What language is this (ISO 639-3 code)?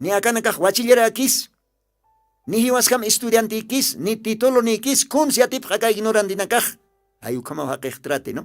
aym